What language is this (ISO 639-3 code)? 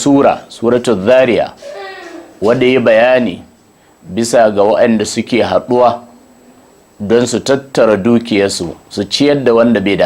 hau